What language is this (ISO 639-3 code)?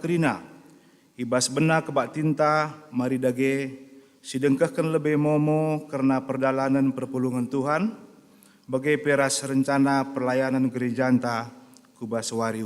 btx